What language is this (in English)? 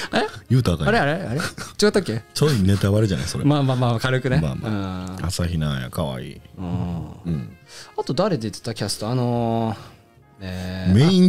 Japanese